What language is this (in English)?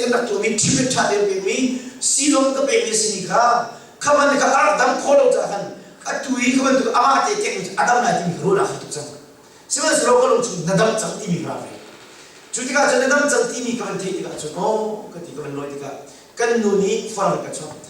Hakha Chin